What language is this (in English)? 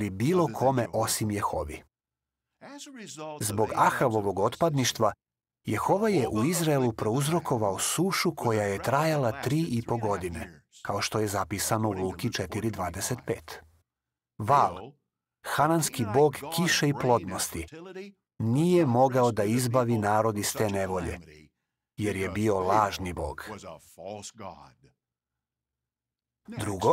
Serbian